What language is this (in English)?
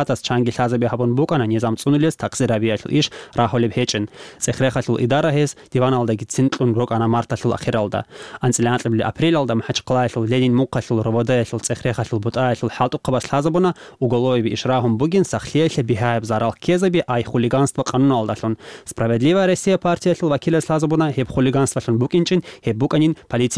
Avaric